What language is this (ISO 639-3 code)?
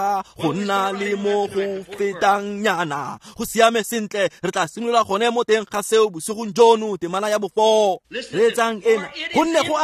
tsn